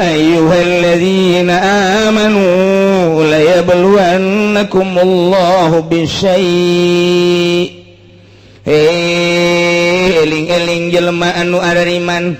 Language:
Sundanese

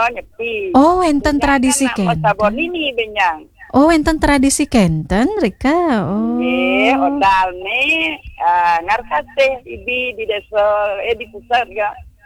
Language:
Balinese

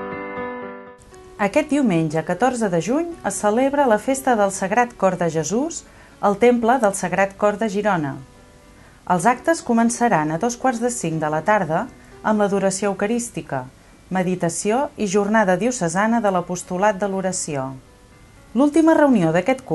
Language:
Catalan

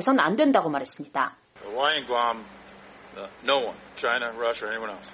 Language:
Korean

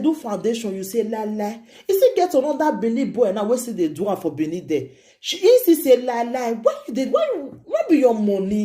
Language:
Nigerian Pidgin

